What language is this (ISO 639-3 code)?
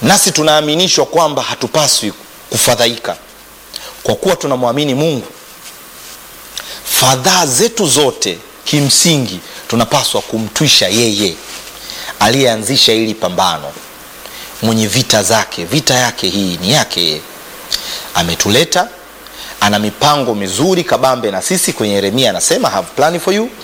swa